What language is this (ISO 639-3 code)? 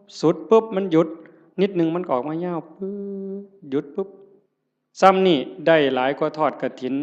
tts